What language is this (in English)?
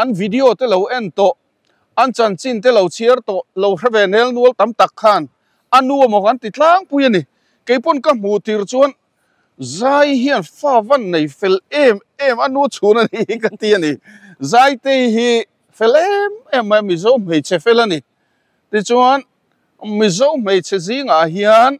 Mizo